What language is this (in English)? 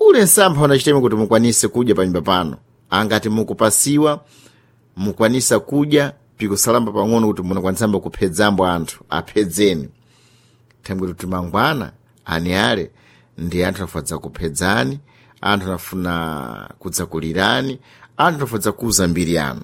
Sena